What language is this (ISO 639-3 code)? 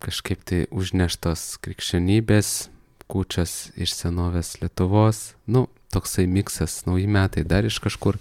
lit